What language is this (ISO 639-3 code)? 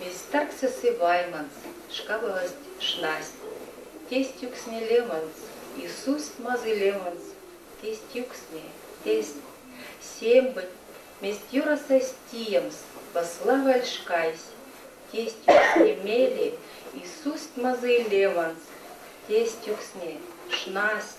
myv